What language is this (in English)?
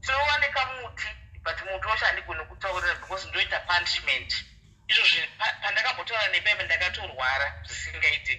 Shona